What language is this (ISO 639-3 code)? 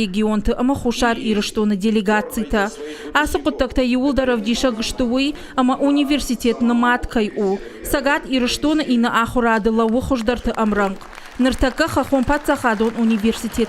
oss